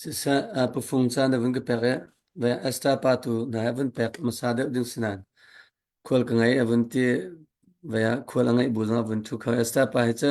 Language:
Hakha Chin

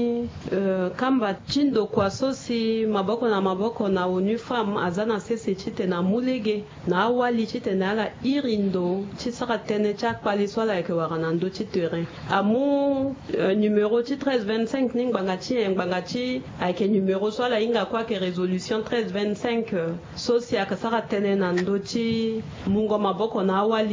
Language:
Sango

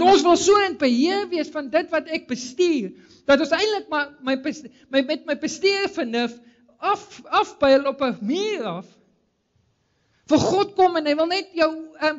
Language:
Afrikaans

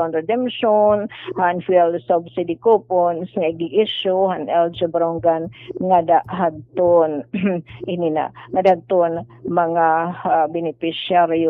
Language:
Waray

